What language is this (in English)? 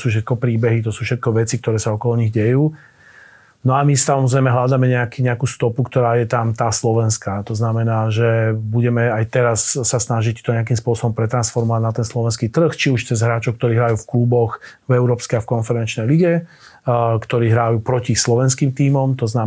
Slovak